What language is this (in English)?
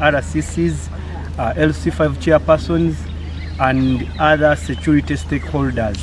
Nyankole